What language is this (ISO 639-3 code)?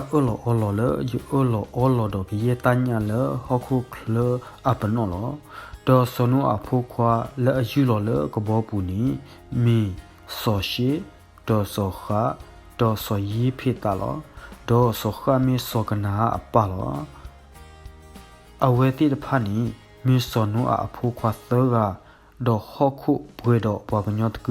ksw